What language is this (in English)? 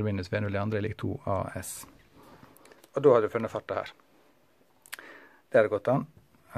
Norwegian